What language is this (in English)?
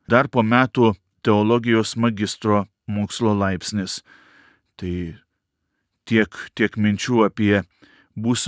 Lithuanian